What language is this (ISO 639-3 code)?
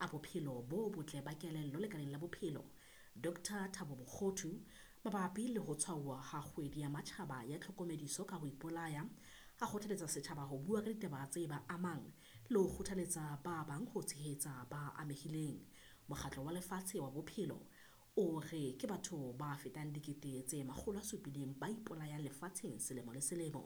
sot